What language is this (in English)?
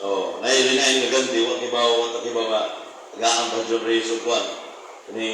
Cebuano